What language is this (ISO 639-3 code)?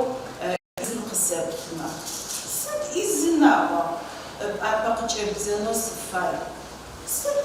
ady